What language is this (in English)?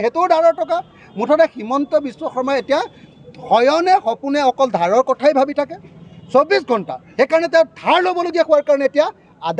Assamese